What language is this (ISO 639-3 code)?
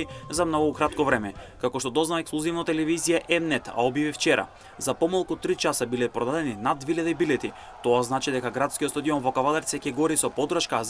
mkd